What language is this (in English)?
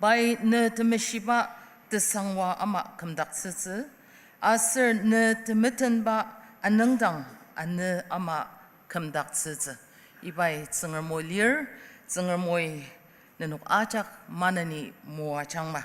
Ao Naga